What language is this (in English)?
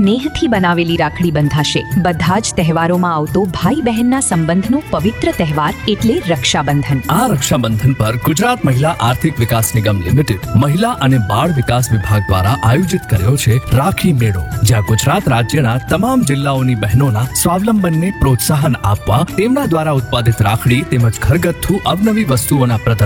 Gujarati